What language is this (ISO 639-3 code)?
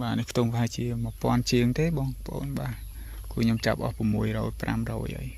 khm